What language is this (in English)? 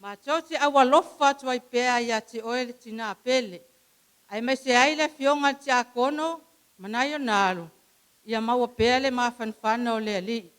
Samoan